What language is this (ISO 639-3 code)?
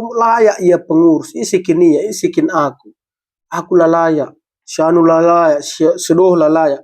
btx